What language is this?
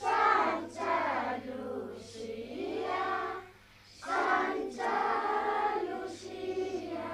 Kalaallisut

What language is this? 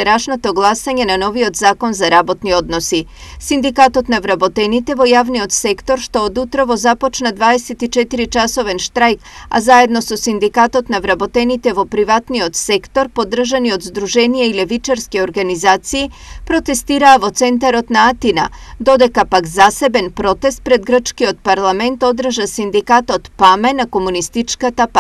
Macedonian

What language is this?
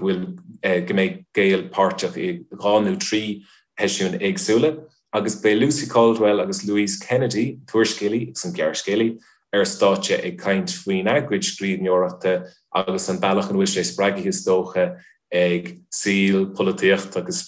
Irish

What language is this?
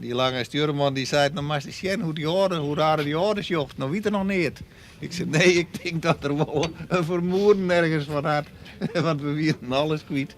Western Frisian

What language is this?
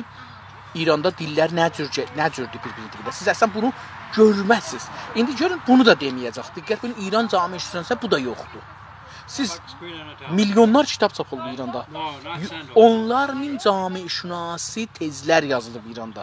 South Azerbaijani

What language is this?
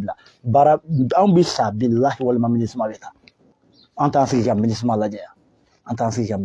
Bambara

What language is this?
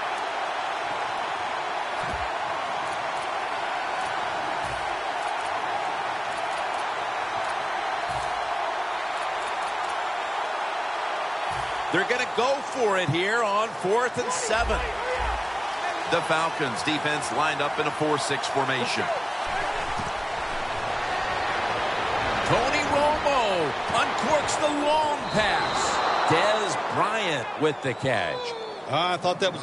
English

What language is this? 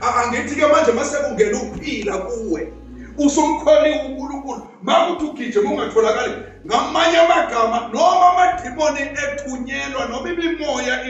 Zulu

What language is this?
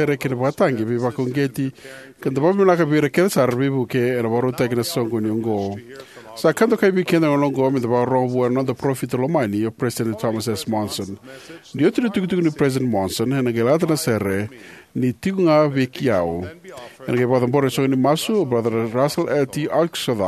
Fijian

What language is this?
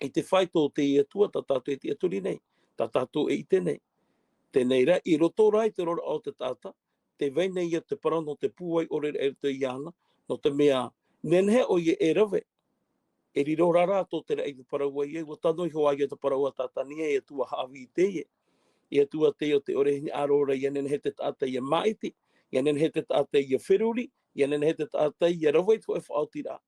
Tahitian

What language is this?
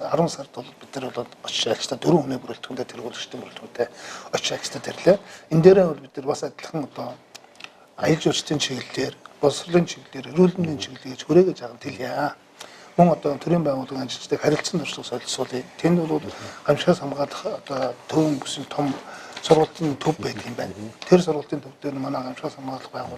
Mongolian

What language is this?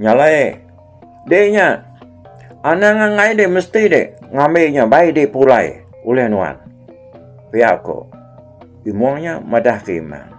Iban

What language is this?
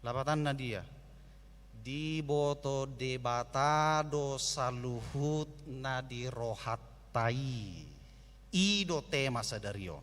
Batak Toba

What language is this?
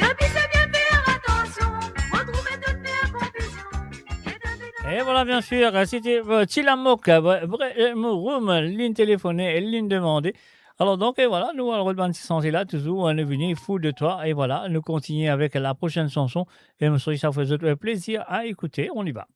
Morisyen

